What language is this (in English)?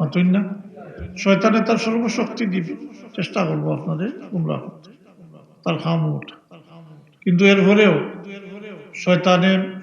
Sylheti